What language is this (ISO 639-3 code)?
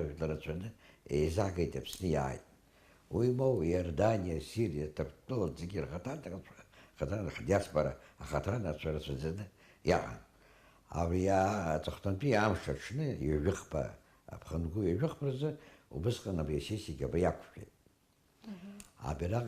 abk